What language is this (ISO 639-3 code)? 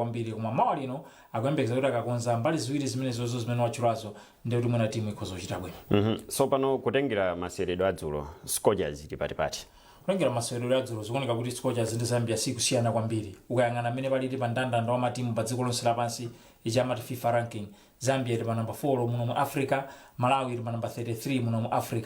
nya